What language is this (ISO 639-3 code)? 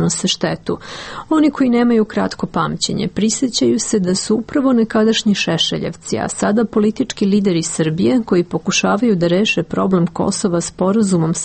srp